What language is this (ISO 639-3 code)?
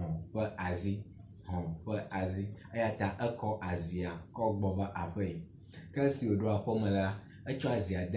ewe